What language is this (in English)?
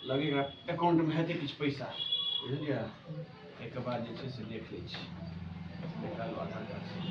Maithili